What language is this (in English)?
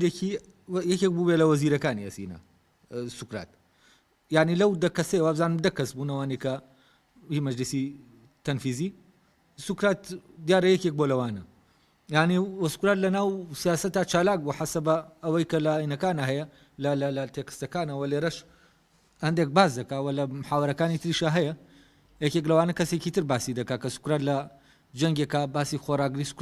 Central Kurdish